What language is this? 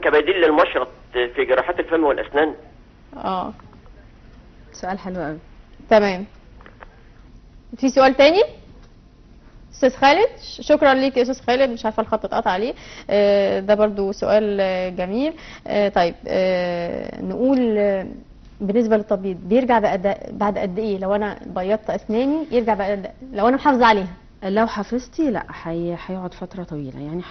Egyptian Arabic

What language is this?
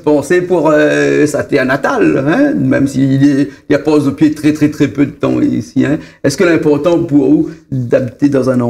Réunion Creole French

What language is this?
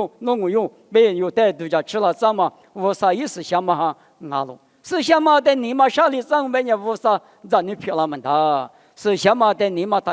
Lisu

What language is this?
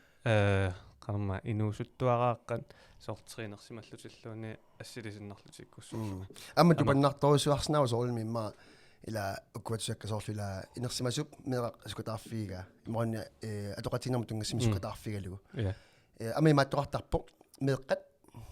Kalaallisut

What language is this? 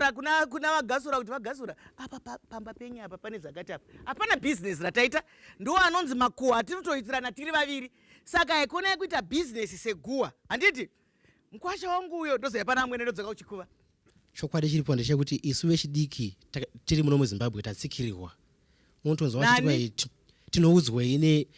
Shona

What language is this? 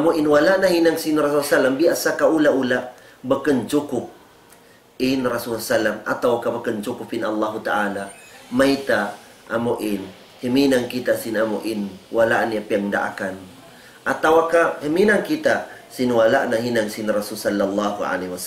Tausug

